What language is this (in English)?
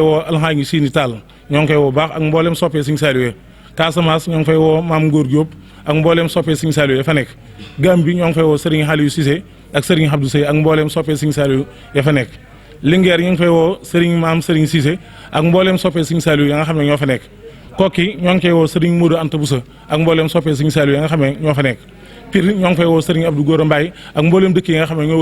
Wolof